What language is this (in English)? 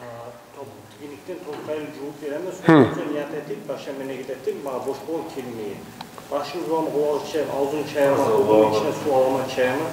Kumyk